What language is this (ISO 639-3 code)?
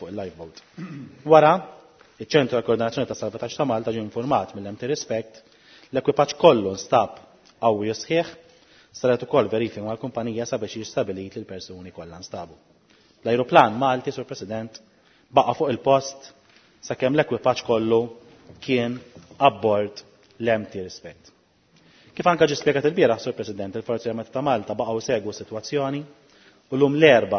mlt